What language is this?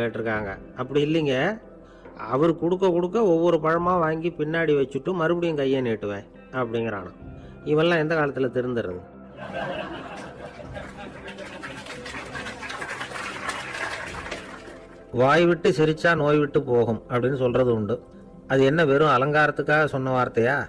Tamil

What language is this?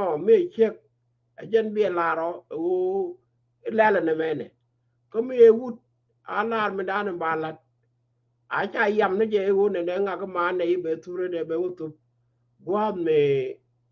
Nuer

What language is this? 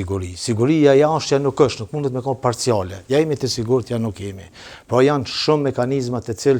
Albanian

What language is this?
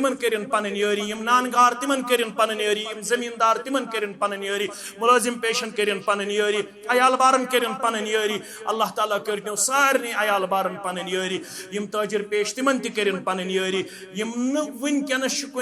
Kashmiri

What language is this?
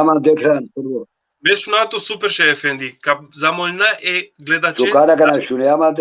Balkan Romani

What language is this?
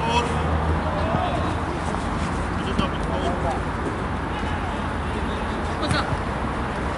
Spanish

